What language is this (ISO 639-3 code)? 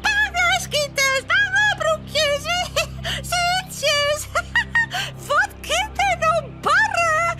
fry